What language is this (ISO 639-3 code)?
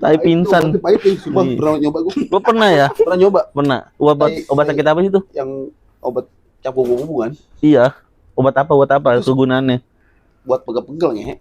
bew